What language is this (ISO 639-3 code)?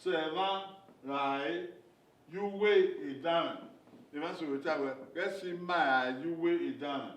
bin